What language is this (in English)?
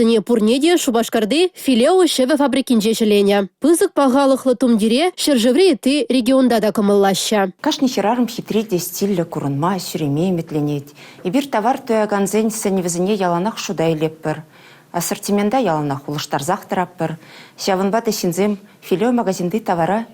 Chuvash